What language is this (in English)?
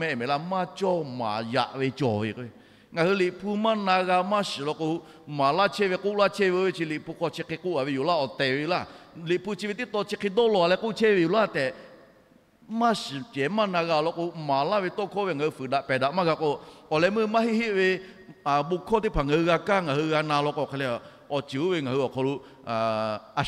Lahu